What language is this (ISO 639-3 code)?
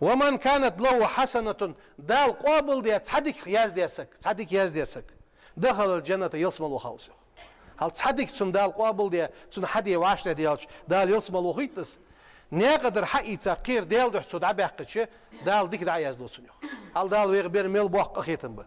inh